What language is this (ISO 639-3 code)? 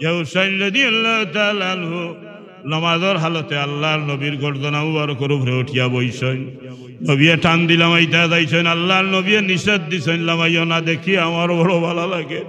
syl